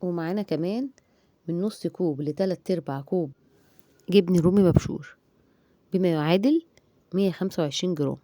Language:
Egyptian Arabic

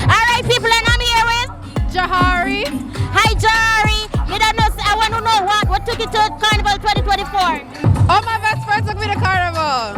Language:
Jamaican Creole English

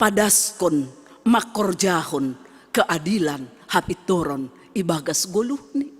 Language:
Batak Simalungun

